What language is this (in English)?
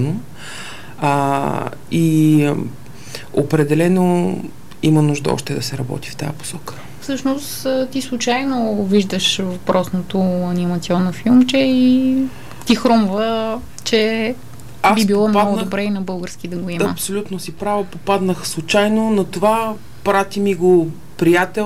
Bulgarian